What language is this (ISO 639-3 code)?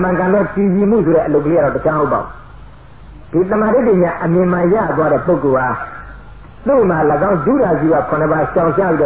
mya